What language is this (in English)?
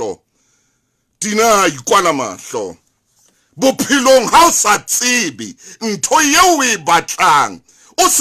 Southern Sotho